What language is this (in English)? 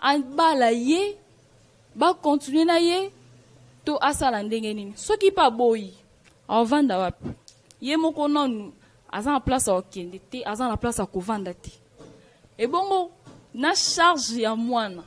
Lingala